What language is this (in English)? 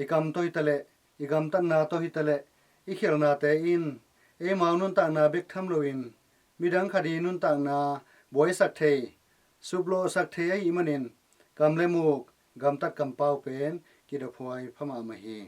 Tedim Chin